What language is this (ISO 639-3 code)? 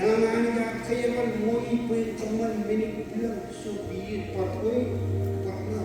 mah